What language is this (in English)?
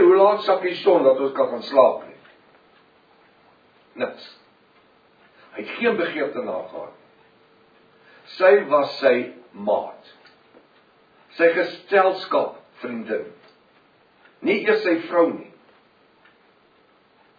Afrikaans